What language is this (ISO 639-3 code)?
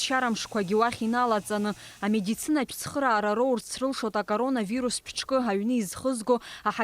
abk